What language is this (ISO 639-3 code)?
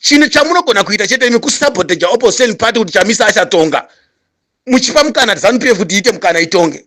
sna